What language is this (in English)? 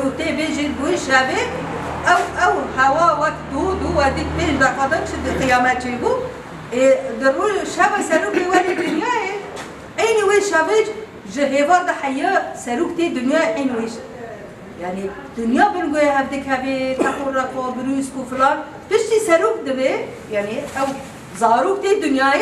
Kurdish